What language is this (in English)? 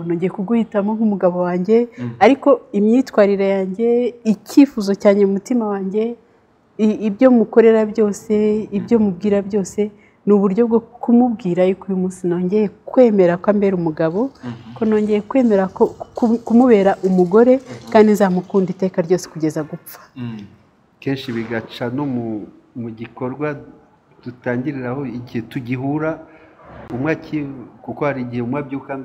Kinyarwanda